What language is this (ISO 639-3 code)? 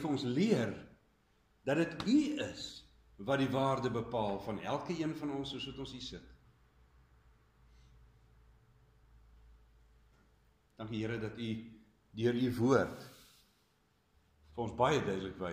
afr